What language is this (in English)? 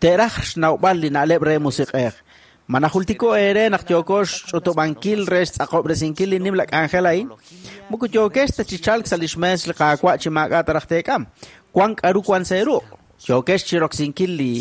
Kekchí